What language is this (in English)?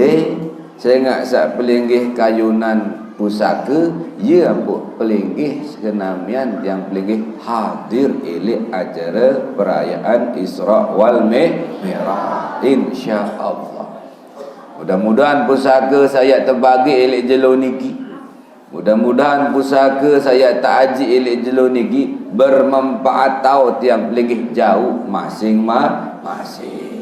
Sasak